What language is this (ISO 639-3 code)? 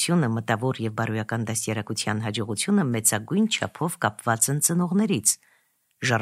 hye